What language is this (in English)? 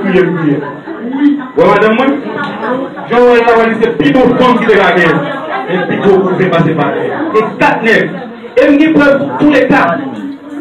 Haitian Creole